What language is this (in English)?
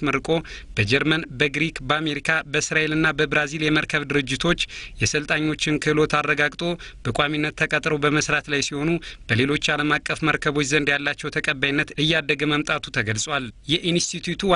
Amharic